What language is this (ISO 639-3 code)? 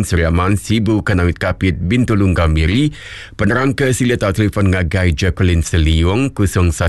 iba